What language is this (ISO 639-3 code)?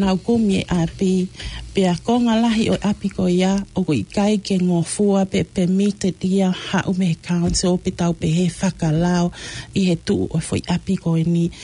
ton